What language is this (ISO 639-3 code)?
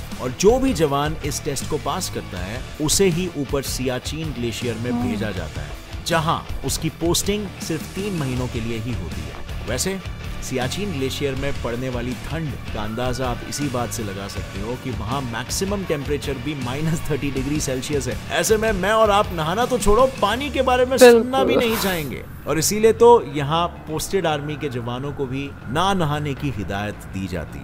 hin